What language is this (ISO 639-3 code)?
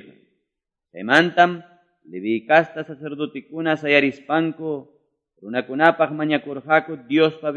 que